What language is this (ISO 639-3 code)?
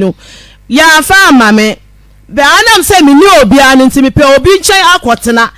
aka